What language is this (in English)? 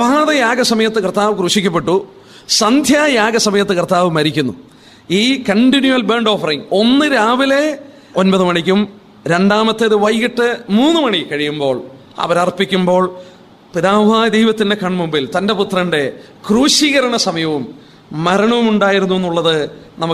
Malayalam